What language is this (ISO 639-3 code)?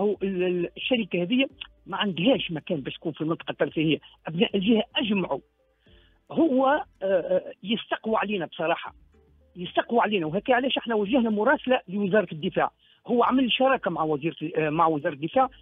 aeb